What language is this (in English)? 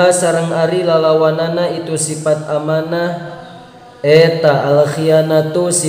Sundanese